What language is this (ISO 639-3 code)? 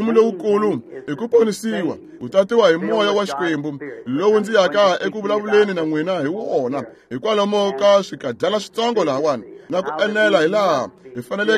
tso